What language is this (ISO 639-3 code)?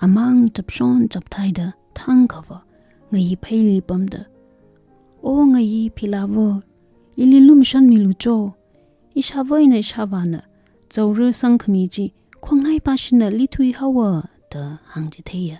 nmf